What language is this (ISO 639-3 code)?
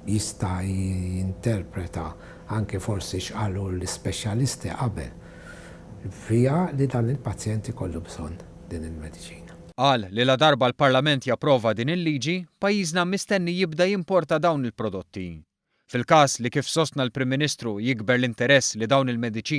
mlt